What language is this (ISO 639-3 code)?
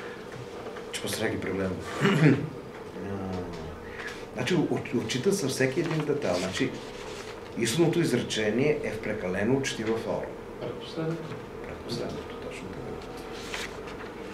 bul